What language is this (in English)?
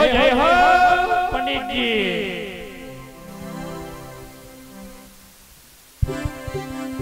Gujarati